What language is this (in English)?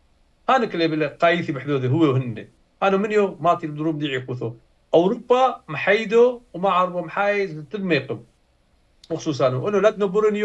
Turoyo